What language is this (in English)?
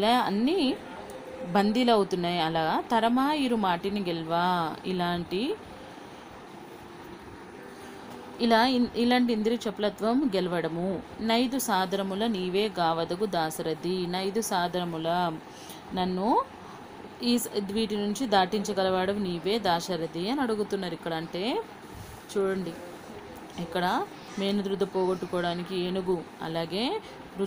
Telugu